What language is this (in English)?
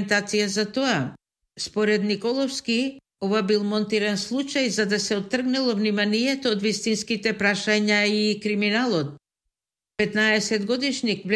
Macedonian